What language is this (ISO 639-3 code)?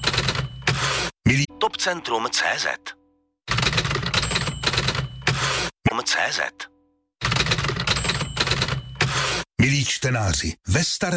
ces